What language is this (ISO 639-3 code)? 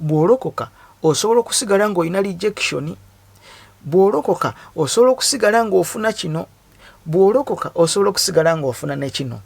lug